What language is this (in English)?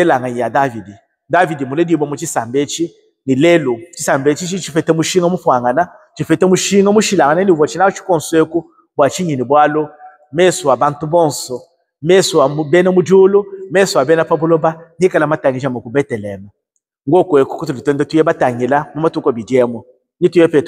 Luba-Lulua